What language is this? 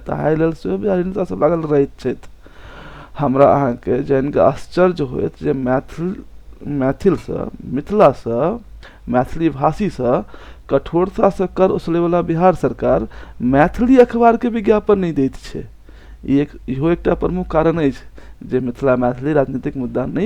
Maithili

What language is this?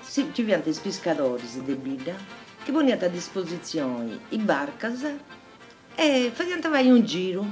Sardinian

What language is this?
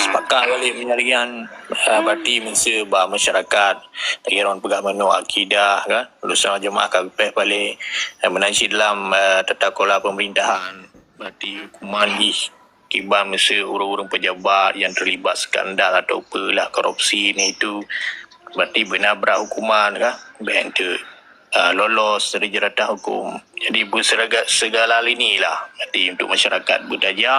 Achinese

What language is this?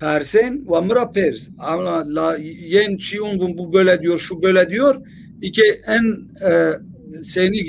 Zaza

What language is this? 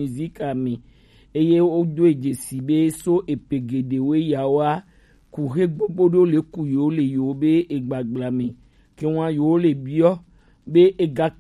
Gen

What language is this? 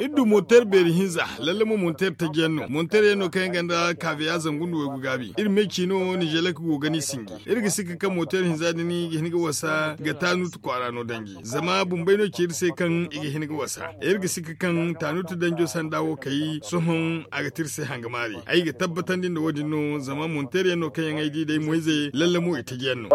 Zarma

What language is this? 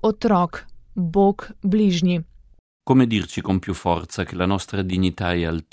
Slovenian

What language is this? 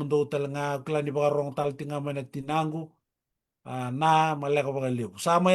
Fijian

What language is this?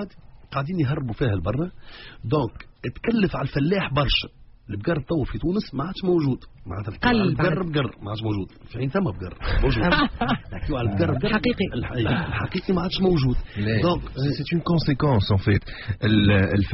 Tunisian Arabic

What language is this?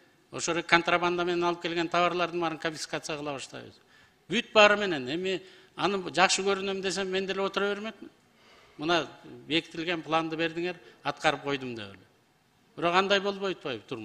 Kyrgyz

